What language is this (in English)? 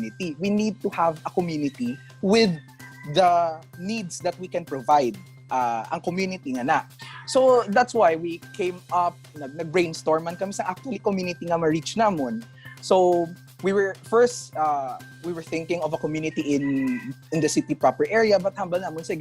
Hiligaynon